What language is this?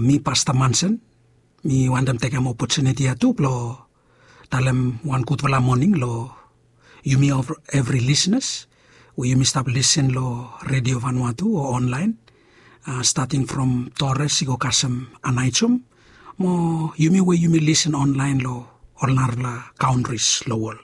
Bislama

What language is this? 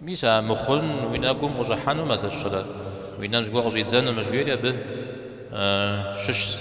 Kabardian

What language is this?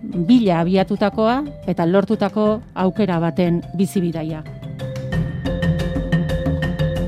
Basque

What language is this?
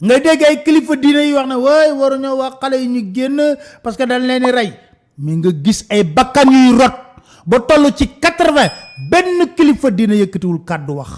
Wolof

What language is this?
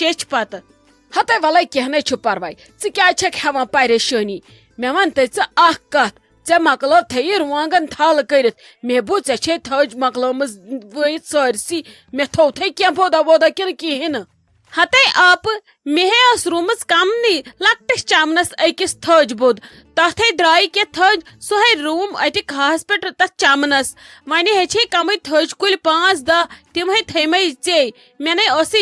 Kashmiri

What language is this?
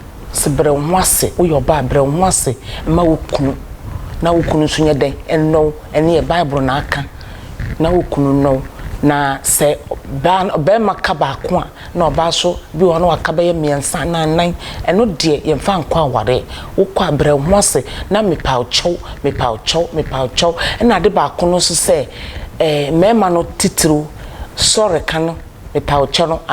Akan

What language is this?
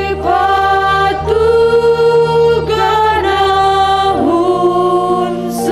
Batak Simalungun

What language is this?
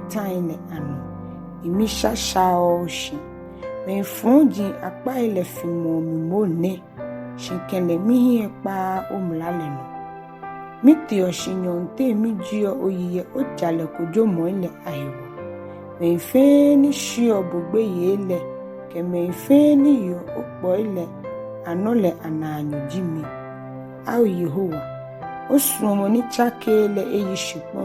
Ga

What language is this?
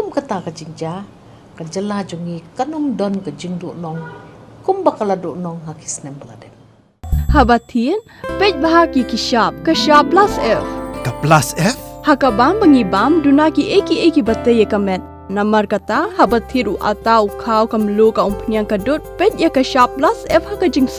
Khasi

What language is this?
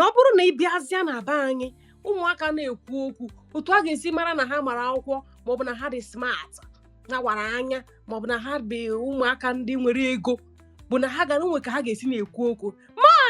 Igbo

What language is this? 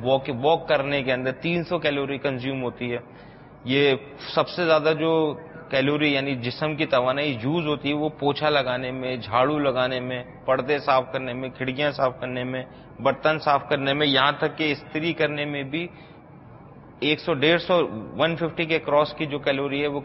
Urdu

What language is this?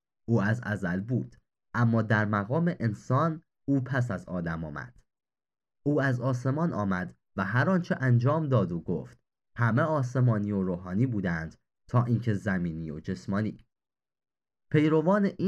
Persian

